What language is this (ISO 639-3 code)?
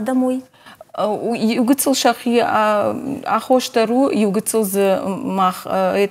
oss